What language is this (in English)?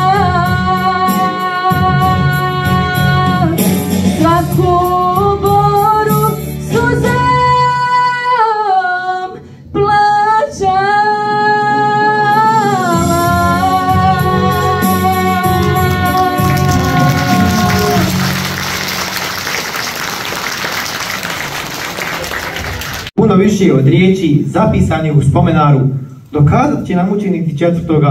Bosnian